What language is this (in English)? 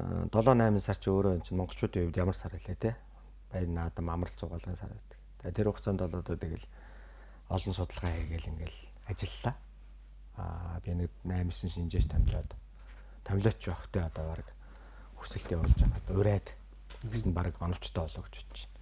Mongolian